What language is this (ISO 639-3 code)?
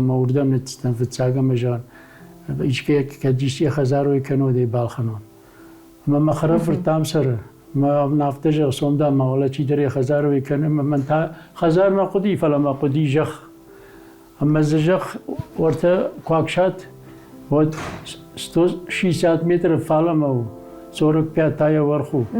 oss